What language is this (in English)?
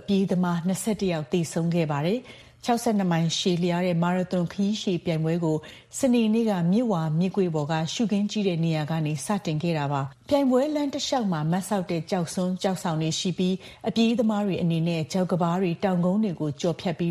Burmese